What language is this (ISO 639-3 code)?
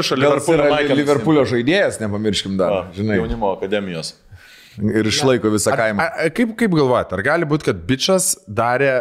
lit